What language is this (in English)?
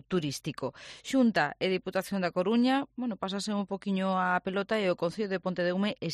Galician